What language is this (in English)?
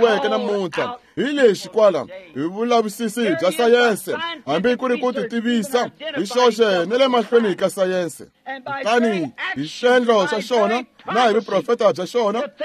Tsonga